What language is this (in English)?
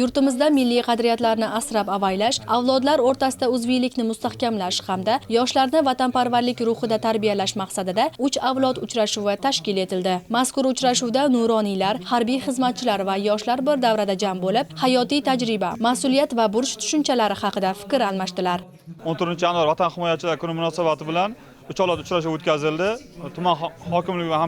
Uzbek